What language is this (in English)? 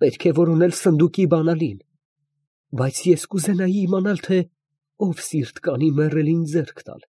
Armenian